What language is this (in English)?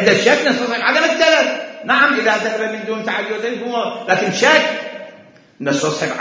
Mesopotamian Arabic